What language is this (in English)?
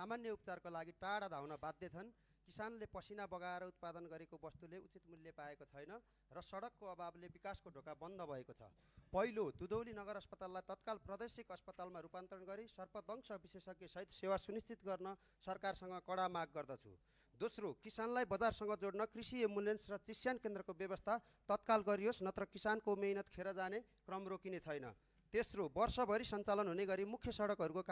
Nepali